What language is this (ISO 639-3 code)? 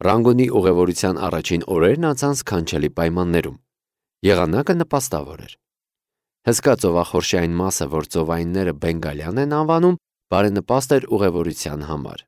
hye